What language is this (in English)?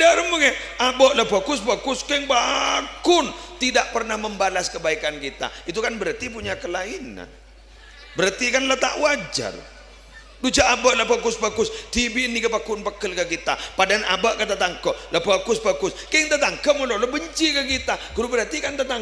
Madurese